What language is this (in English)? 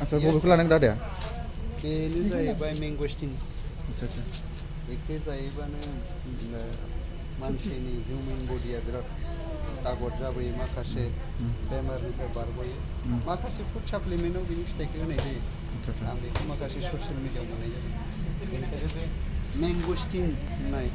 Bodo